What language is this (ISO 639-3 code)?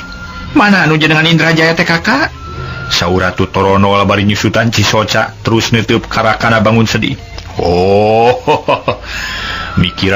sun